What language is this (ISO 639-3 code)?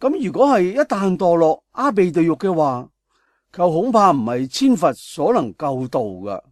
yue